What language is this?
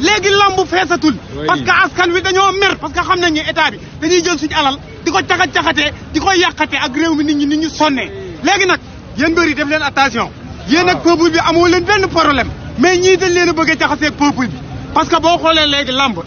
Wolof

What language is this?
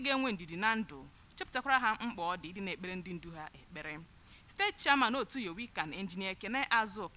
Igbo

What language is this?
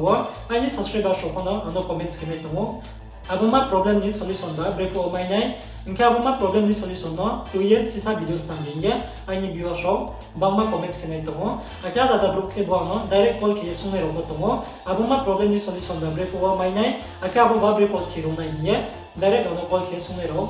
Riang (India)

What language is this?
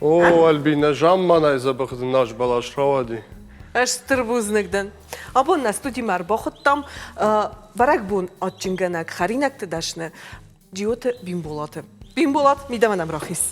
Ossetic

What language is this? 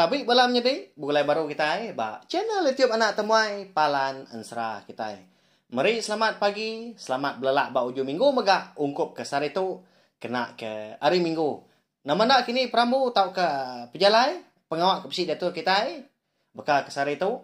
Iban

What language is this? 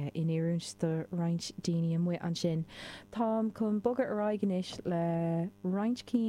Irish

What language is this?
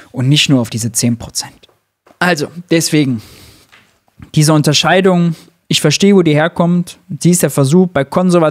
German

